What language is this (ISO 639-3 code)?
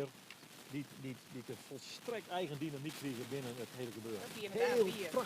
fry